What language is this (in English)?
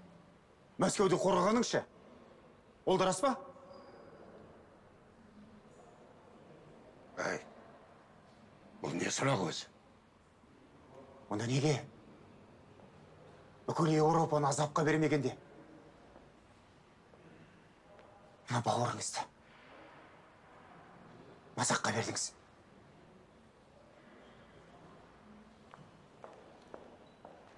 Kazakh